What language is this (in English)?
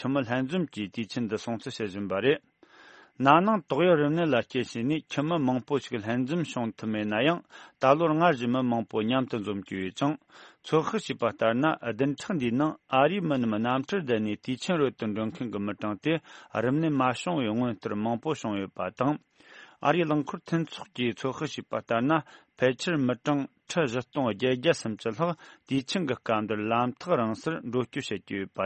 Tibetan